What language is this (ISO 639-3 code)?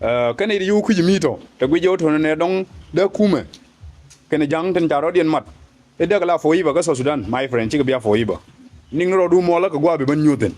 nus